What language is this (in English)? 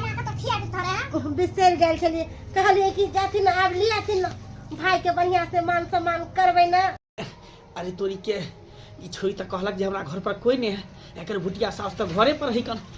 Maithili